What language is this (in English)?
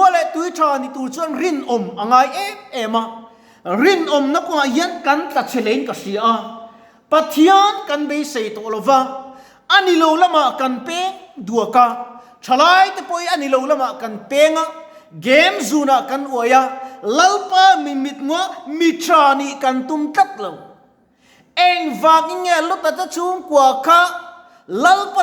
Mizo